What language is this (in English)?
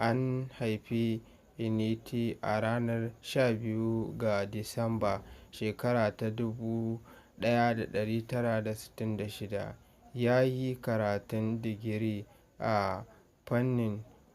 Hausa